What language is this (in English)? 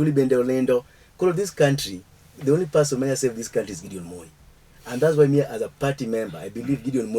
Luo (Kenya and Tanzania)